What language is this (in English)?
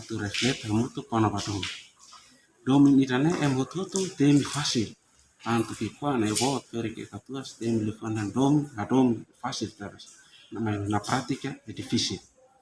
Tetum